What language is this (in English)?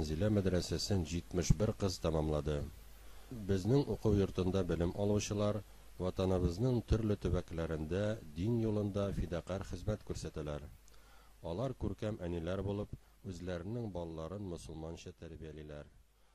Tatar